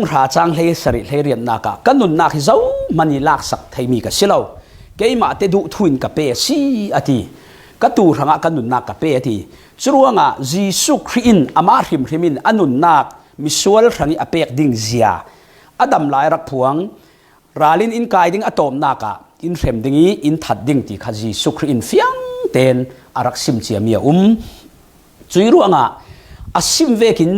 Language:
Falam Chin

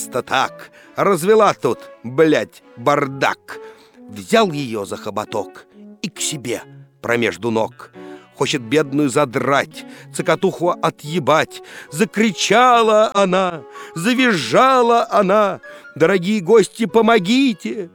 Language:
Russian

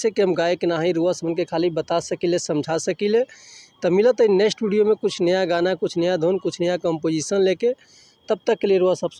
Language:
Bhojpuri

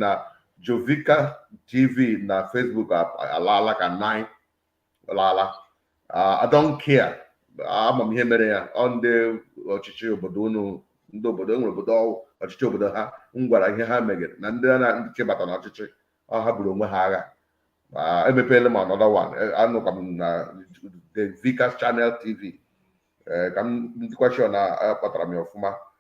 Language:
Igbo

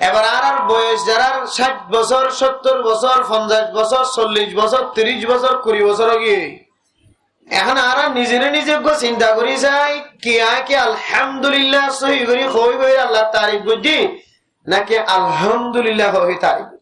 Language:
Rohingya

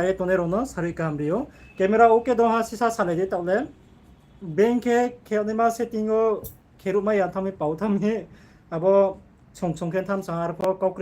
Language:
Riang (India)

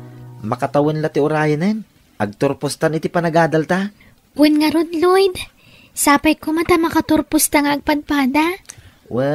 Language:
Iloko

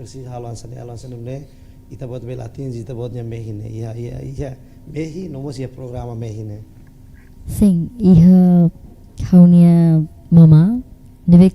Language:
Tetum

